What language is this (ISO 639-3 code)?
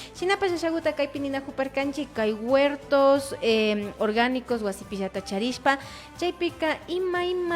qvi